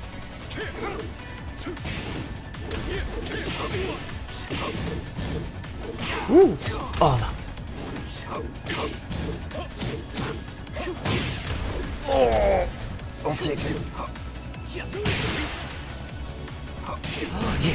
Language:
English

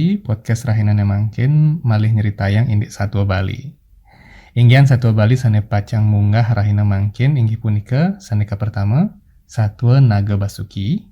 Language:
Balinese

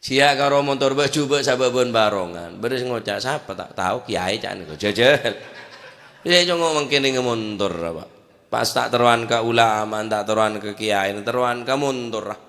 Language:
Madurese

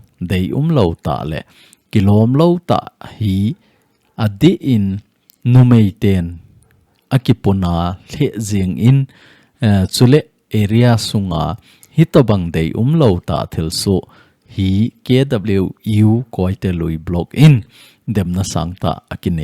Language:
Thado Chin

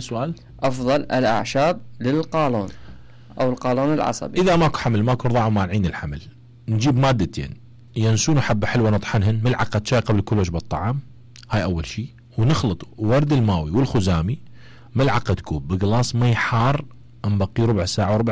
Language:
Mesopotamian Arabic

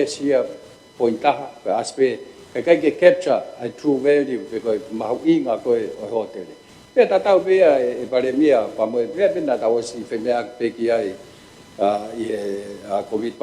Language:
Tongan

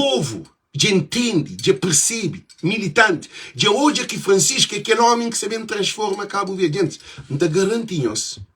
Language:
Kabuverdianu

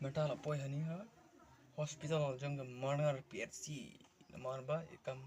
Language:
Khasi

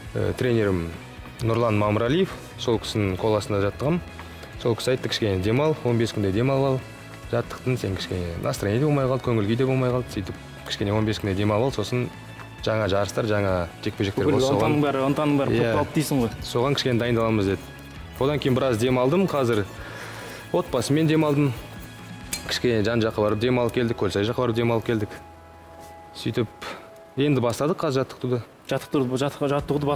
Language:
Kazakh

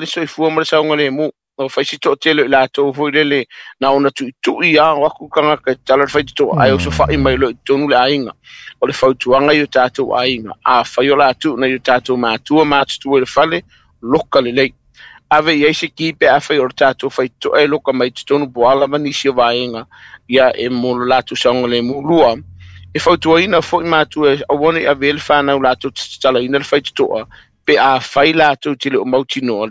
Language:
Samoan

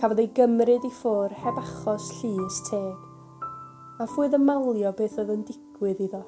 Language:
Welsh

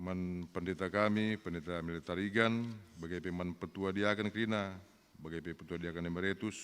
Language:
Batak Karo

